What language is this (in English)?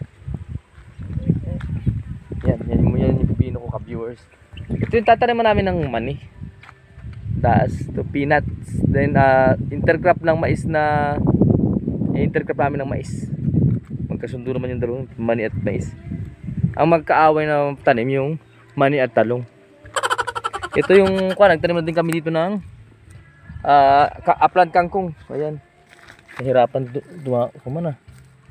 Filipino